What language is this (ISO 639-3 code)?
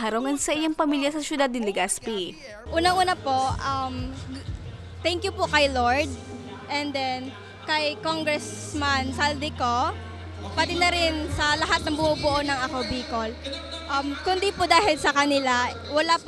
bik